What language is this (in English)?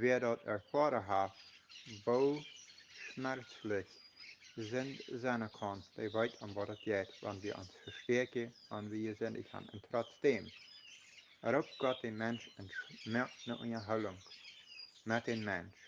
Plautdietsch